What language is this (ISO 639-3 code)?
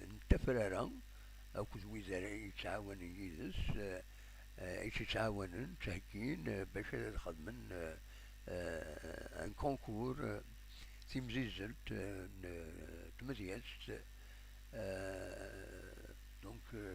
kab